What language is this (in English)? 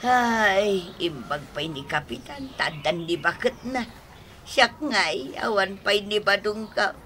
Iloko